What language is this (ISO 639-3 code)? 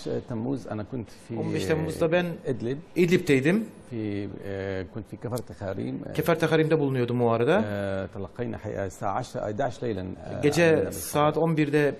tur